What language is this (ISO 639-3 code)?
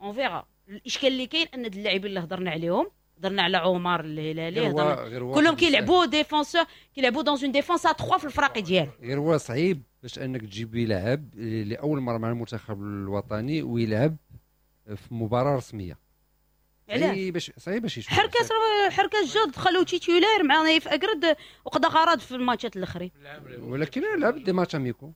ary